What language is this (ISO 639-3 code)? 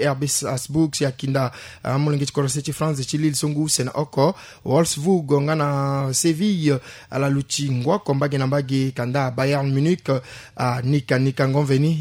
sag